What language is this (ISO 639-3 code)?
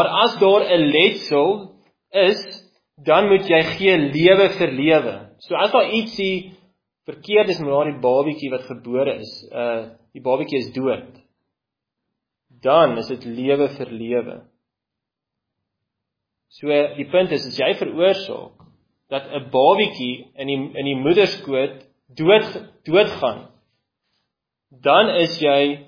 afr